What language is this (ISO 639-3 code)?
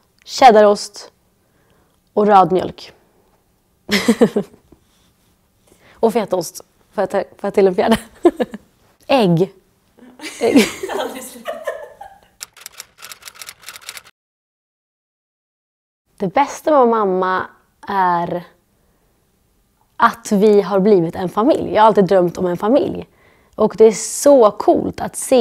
swe